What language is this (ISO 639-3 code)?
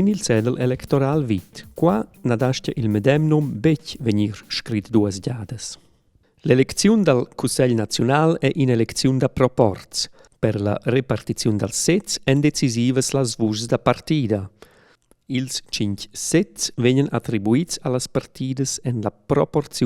roh